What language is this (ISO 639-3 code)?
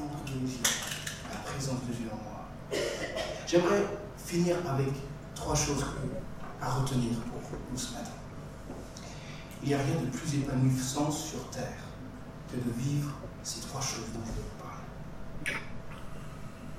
fra